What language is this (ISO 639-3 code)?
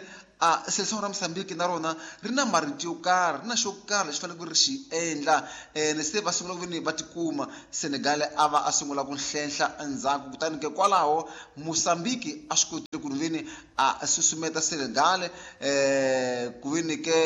tso